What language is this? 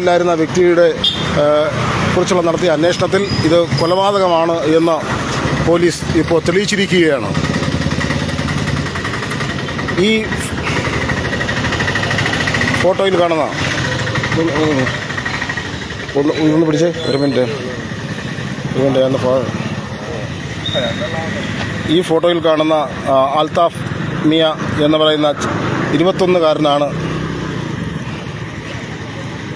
Malayalam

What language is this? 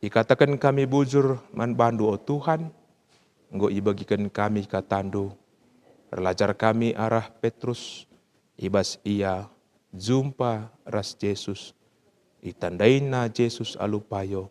Batak Karo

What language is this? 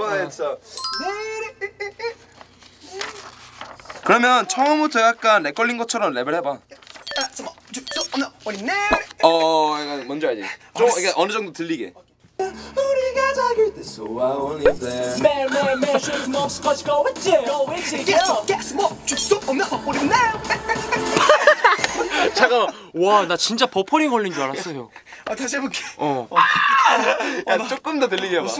Korean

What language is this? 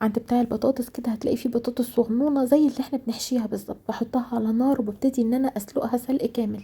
Egyptian Arabic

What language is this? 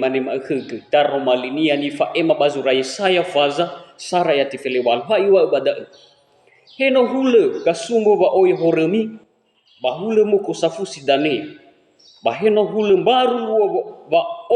Nias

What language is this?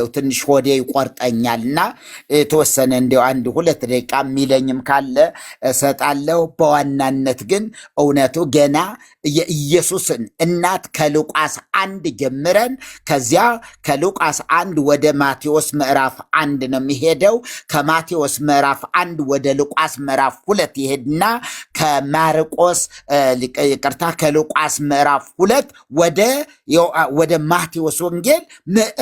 Amharic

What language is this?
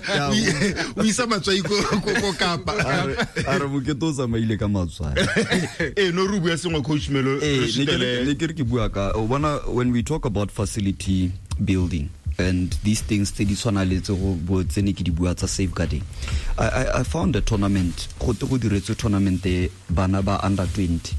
Tswana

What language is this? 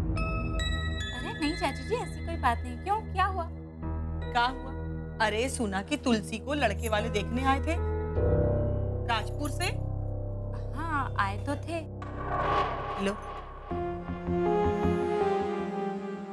Hindi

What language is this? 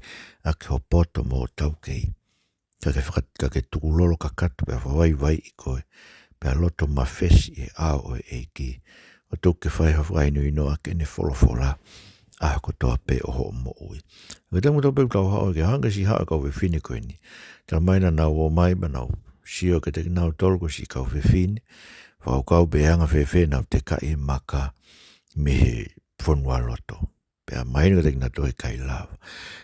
Tongan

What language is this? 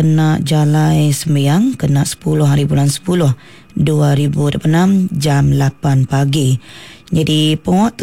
Iban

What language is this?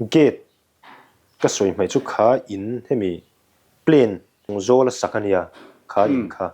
Mizo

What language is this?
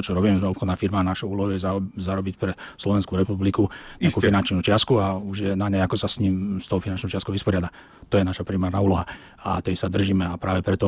Slovak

